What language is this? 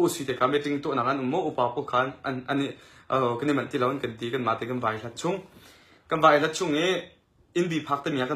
Hakha Chin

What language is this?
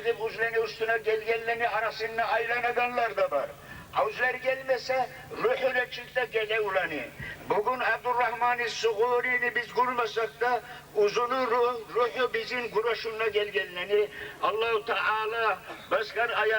Kumyk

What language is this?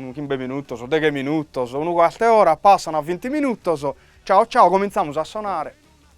Sardinian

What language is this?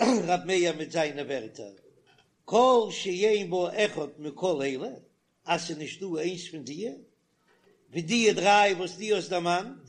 Yiddish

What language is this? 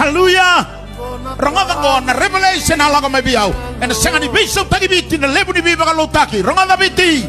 Fijian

